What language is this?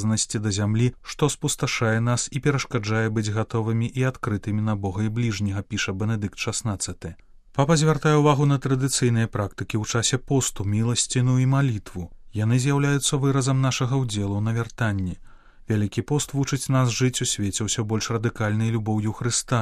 Belarusian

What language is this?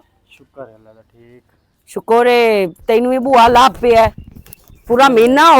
Western Panjabi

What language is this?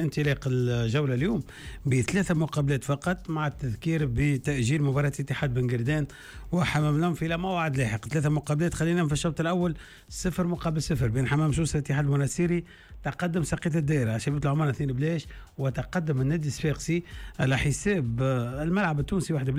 Tunisian Arabic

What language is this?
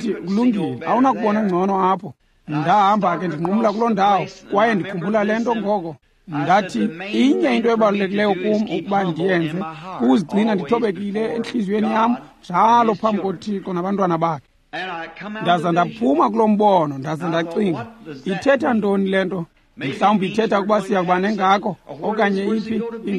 Xhosa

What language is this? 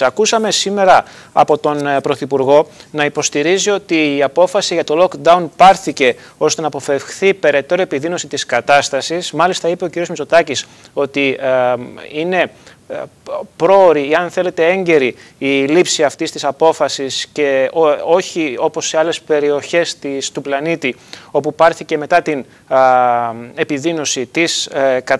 Greek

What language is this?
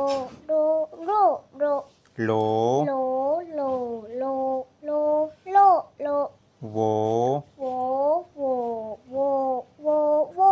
Shan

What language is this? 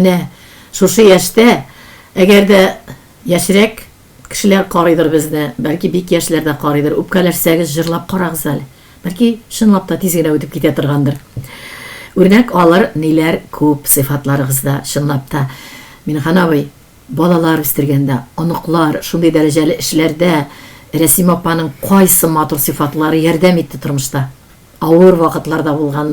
Tatar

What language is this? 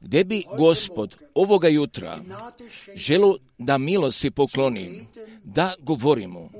Croatian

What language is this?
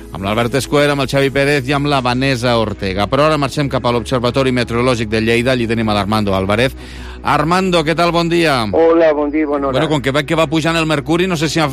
Catalan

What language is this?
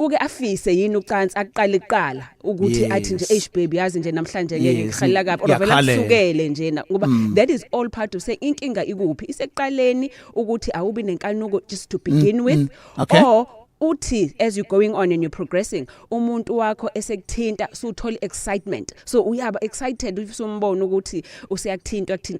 Zulu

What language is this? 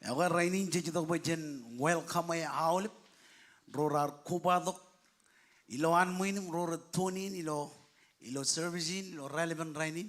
Marshallese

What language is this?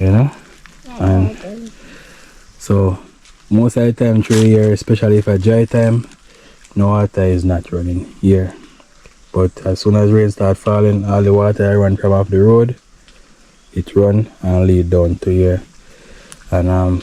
Jamaican Creole English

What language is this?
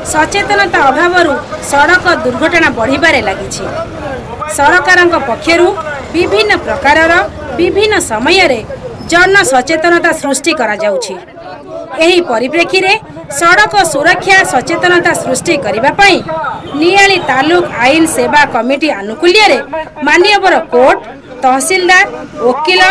Odia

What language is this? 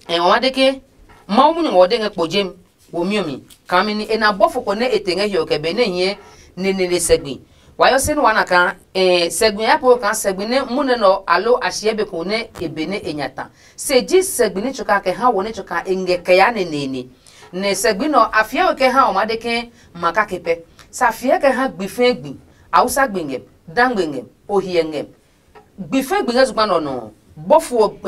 Adangme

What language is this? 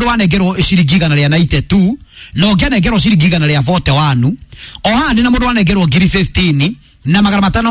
Kikuyu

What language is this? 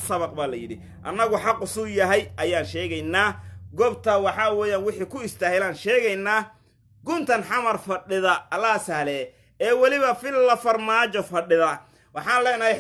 Somali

